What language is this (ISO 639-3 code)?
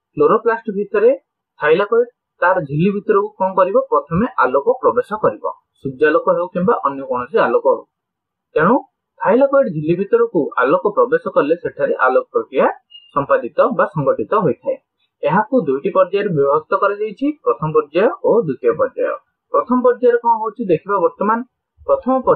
ori